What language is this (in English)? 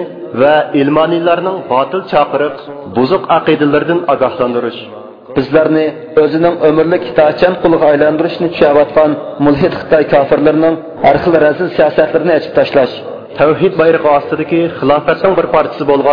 Uyghur